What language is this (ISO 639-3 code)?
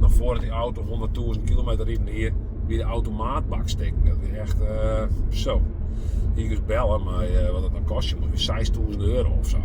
fry